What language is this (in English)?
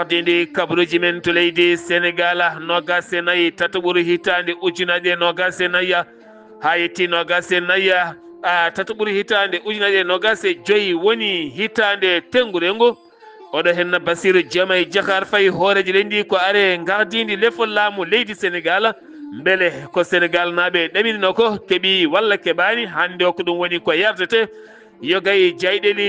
Fula